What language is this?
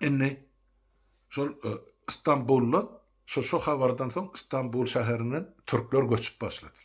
Turkmen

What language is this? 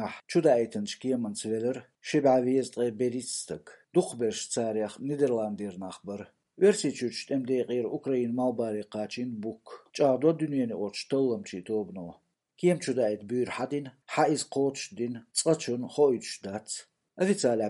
Chechen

